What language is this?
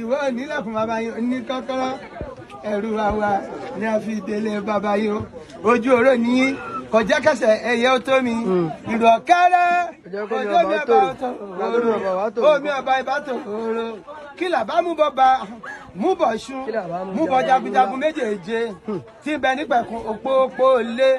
Yoruba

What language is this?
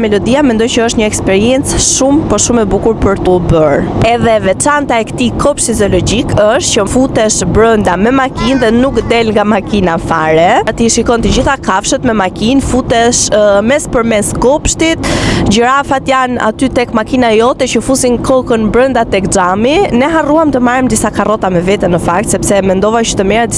Albanian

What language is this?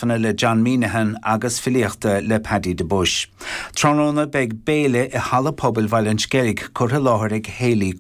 Irish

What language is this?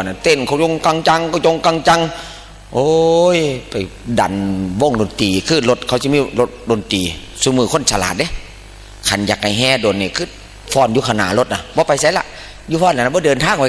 Northeastern Thai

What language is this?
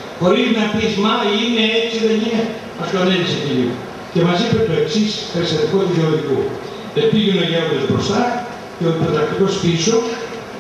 Greek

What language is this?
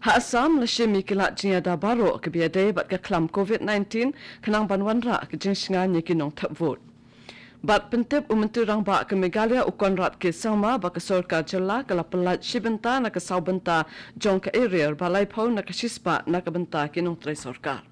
Khasi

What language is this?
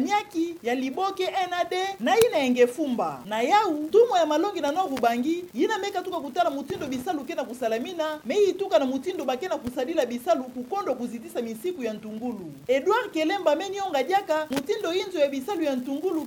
Kituba (Democratic Republic of Congo)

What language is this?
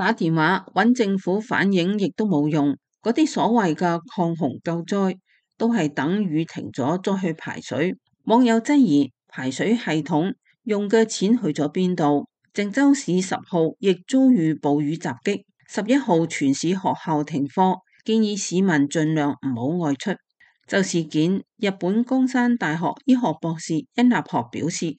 Cantonese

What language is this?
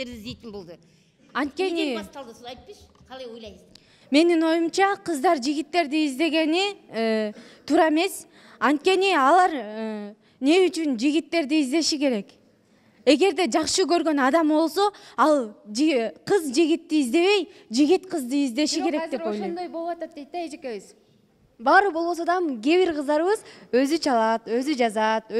Kyrgyz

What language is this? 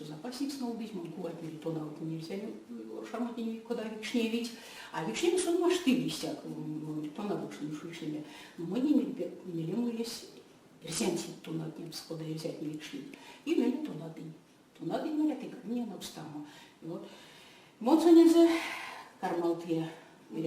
Erzya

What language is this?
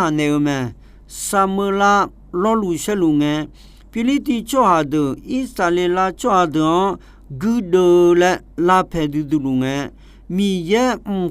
Akha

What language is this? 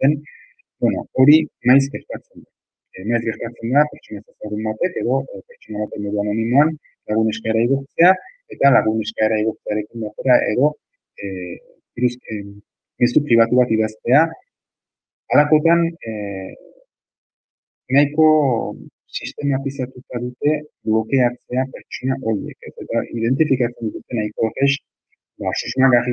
Basque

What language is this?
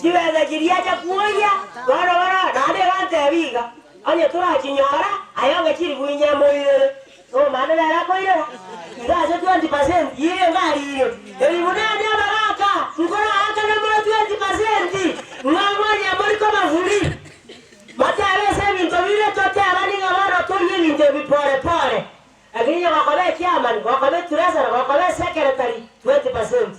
Gusii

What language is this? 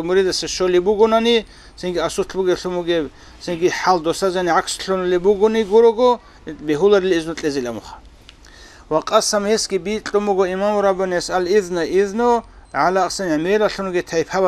Avaric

